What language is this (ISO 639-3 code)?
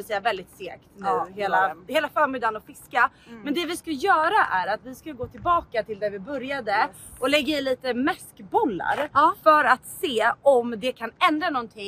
swe